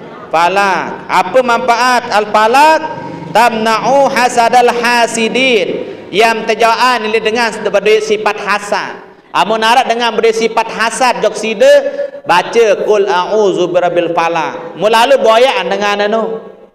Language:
Sasak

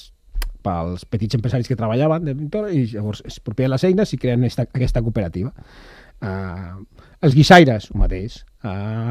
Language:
Catalan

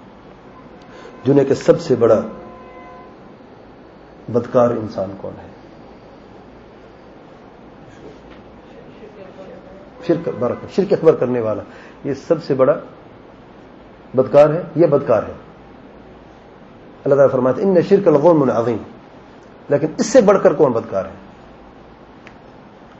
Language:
Urdu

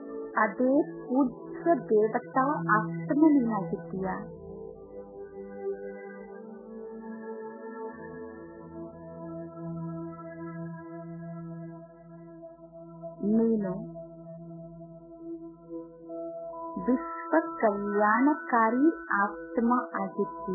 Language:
Kannada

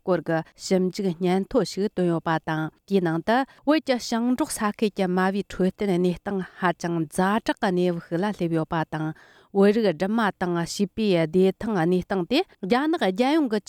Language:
Tibetan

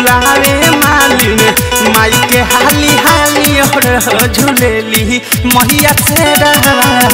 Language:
Bhojpuri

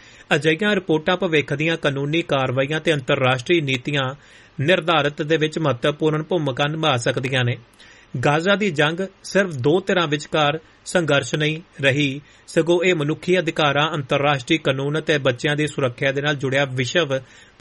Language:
Punjabi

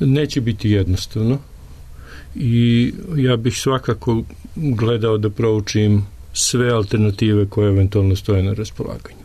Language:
Serbian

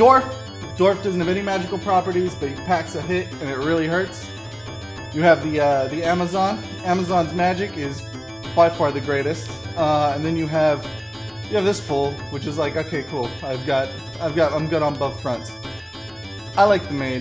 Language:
English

